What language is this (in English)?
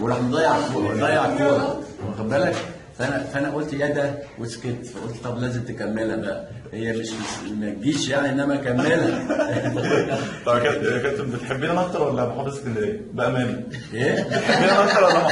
Egyptian Arabic